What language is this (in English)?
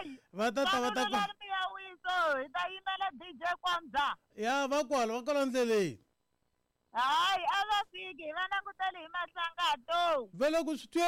Tsonga